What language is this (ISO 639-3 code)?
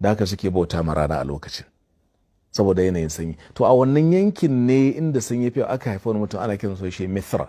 hau